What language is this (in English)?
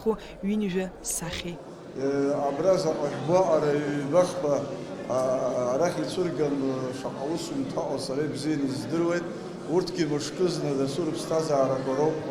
Abkhazian